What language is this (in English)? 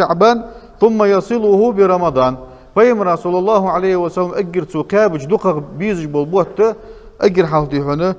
Ingush